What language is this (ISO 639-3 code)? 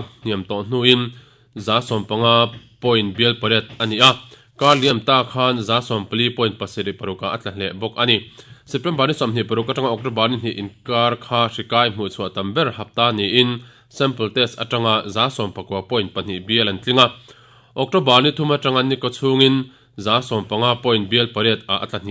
lus